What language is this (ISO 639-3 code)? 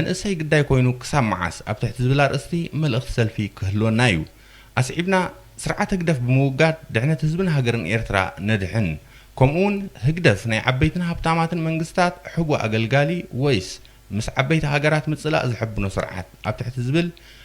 tir